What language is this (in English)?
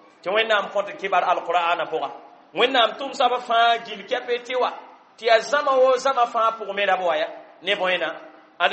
Mossi